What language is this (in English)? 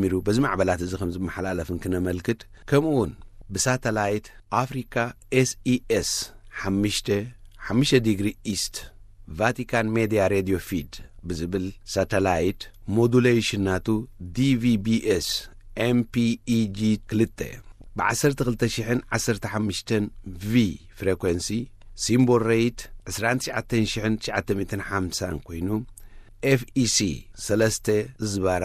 Tigrinya